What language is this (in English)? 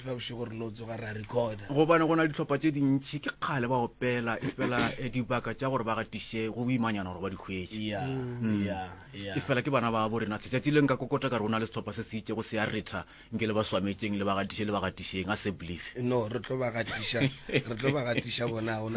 Northern Sotho